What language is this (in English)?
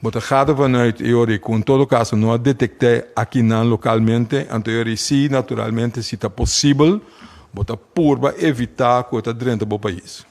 Papiamento